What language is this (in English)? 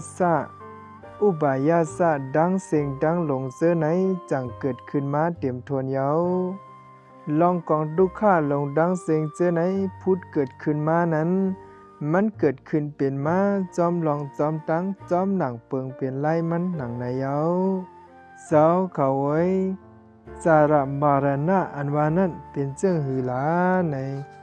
Shan